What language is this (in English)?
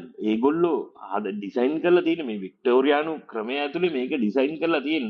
Sinhala